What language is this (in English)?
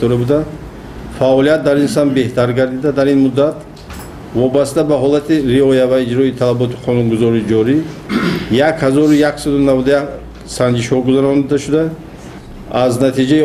Tajik